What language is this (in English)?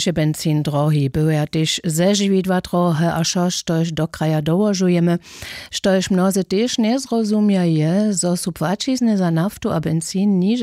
Upper Sorbian